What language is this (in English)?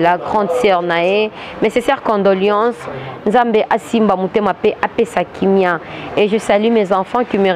Lingala